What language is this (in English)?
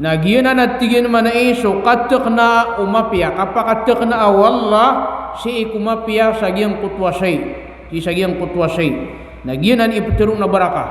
Maranao